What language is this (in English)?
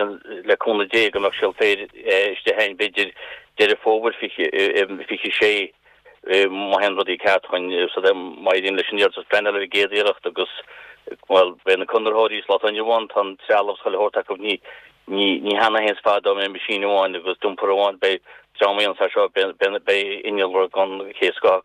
Irish